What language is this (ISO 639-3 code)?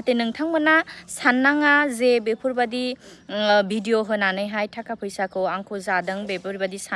brx